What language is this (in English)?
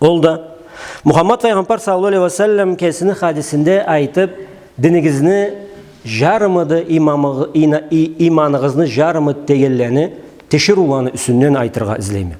Karachay-Balkar